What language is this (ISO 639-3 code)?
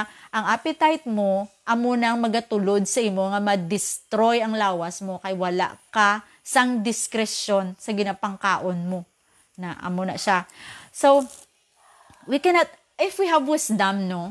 hil